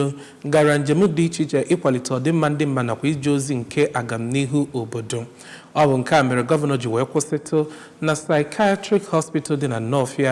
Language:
Igbo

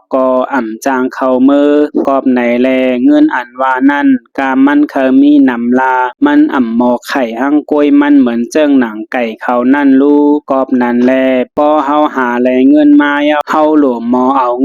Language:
Shan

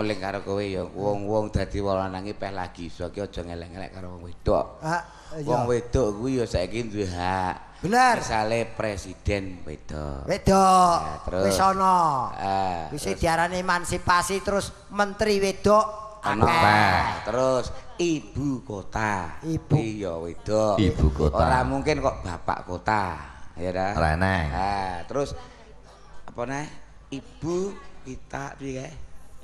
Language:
Javanese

